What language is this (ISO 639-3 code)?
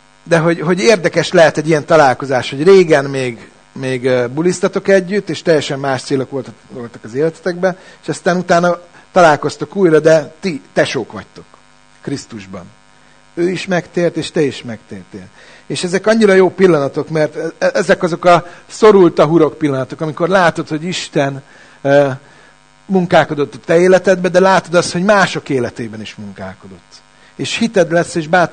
hun